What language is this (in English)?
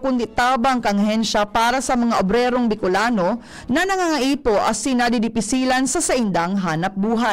Bikol